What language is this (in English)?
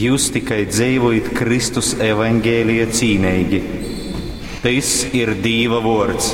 Latgalian